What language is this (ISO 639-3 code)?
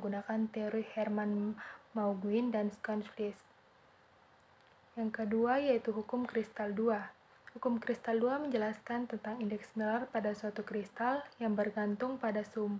ind